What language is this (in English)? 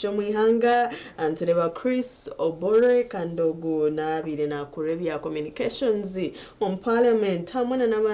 Nyankole